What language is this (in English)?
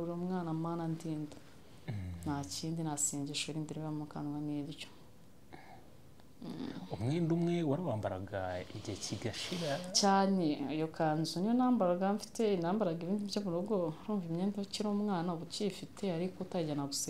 Kinyarwanda